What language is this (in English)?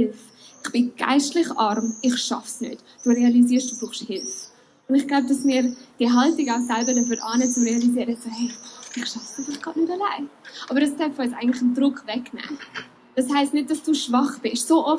Swiss German